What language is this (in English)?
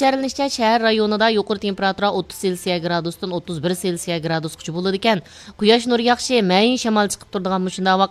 Uyghur